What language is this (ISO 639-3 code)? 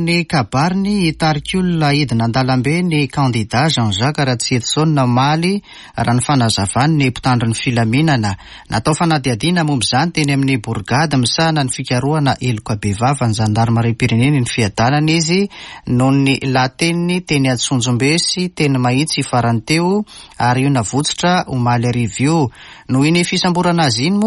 mlg